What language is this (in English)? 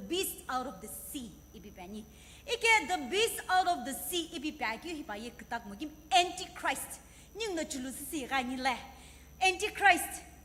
Sumi Naga